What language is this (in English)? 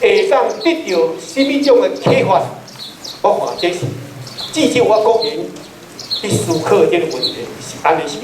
Min Nan Chinese